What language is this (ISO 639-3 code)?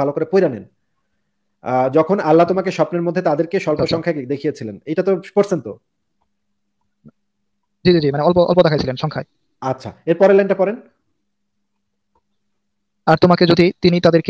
ben